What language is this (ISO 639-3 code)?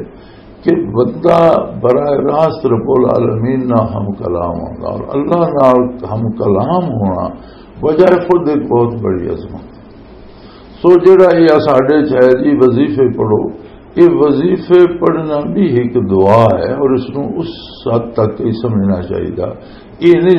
lah